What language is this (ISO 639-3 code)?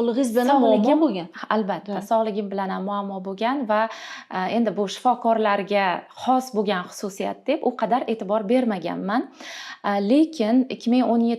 uzb